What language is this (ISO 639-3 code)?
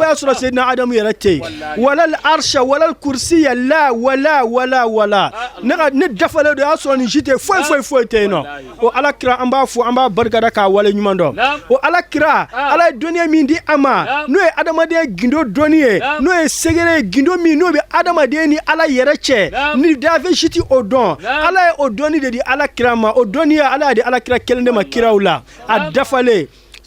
bam